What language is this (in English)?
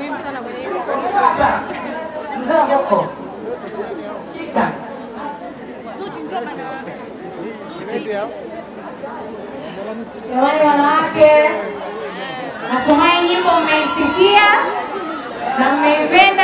Swahili